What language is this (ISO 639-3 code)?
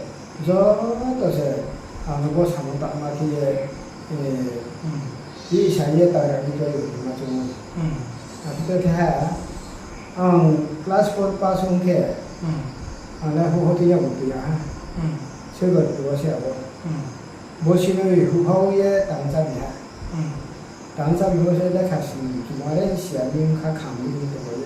ria